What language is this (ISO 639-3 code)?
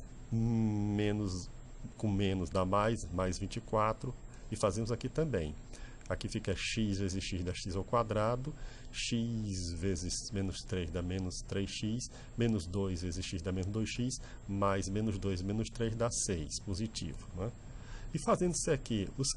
por